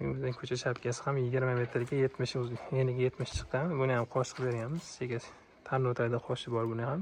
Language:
Uzbek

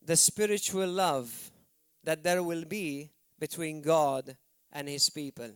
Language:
English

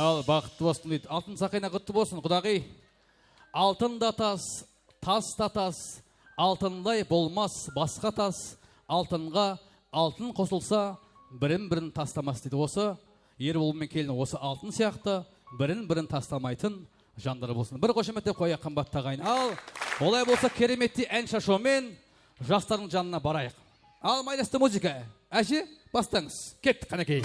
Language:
Kara-Kalpak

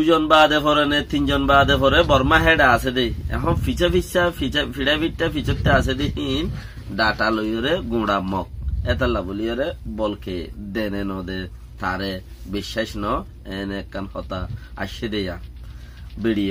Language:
Rohingya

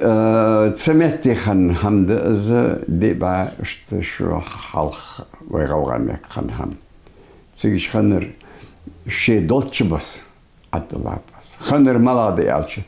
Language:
Ingush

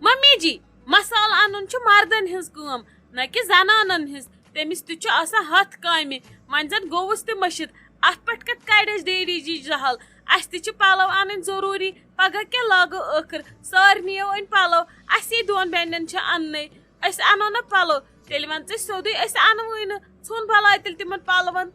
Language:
Kashmiri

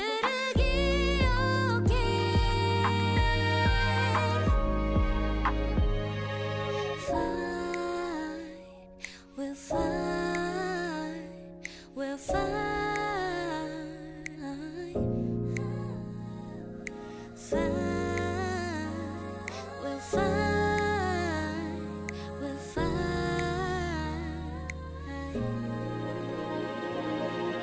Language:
Korean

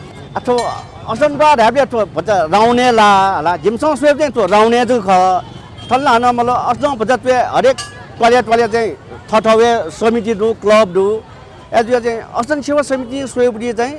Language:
Newari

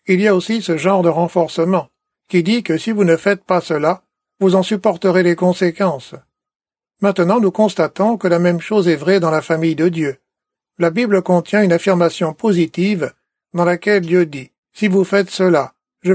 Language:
French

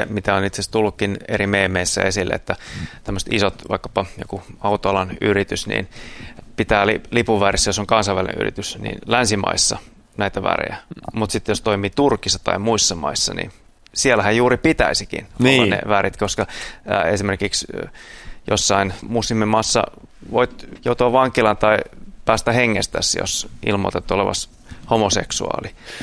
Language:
Finnish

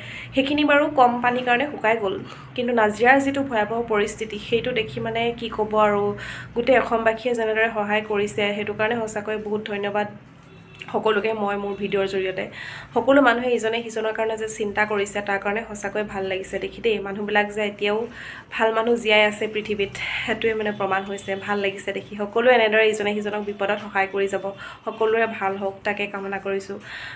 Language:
Assamese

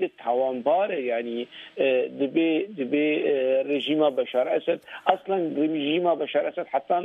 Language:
Kurdish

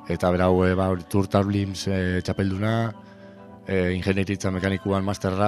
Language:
Basque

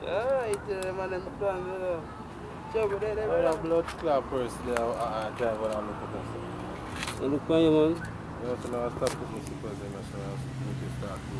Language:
Jamaican Creole English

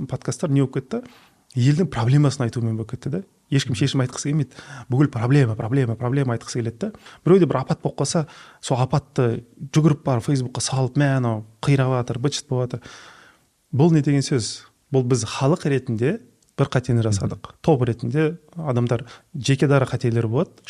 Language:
Kazakh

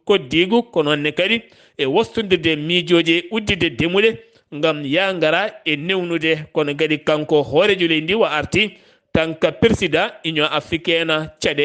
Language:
Fula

